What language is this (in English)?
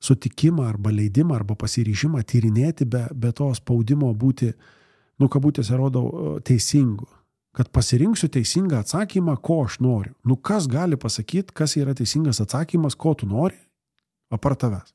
Lithuanian